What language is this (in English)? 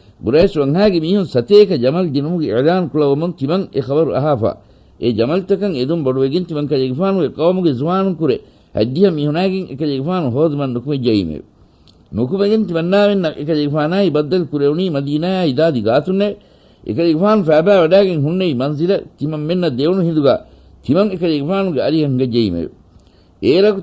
Divehi